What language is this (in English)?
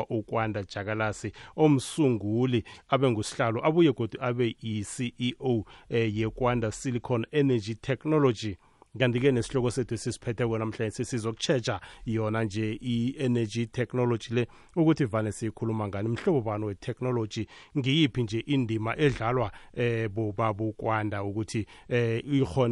South Ndebele